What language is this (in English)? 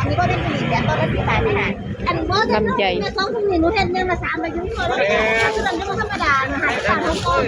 Northeastern Thai